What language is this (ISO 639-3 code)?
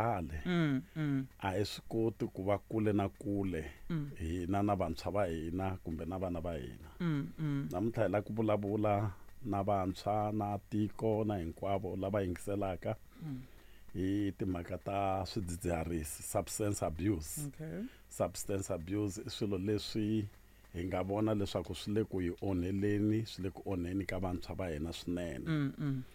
tso